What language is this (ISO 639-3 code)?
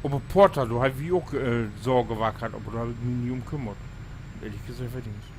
nds